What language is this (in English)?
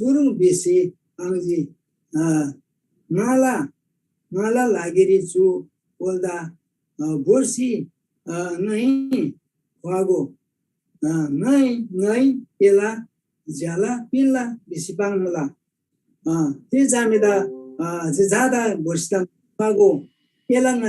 Eastern Tamang